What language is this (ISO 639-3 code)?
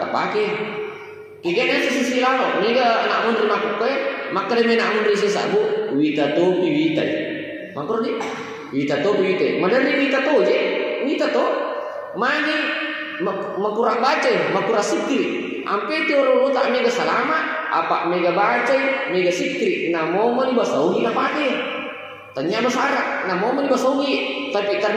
bug